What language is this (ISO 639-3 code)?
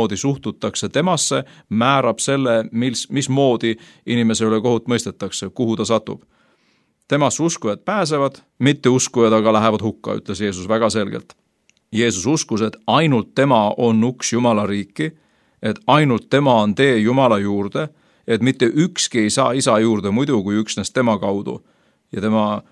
est